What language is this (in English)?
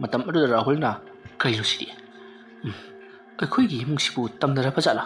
Manipuri